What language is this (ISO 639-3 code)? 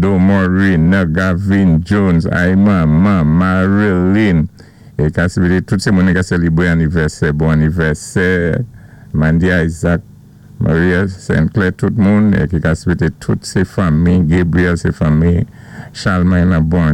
acf